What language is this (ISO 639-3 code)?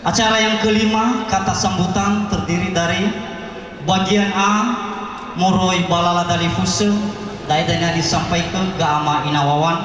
nia